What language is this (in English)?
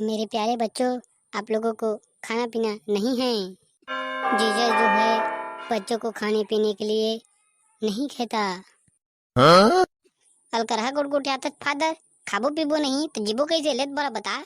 Chhattisgarhi